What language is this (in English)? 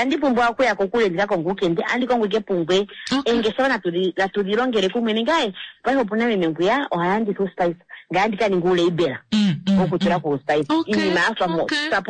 Kuanyama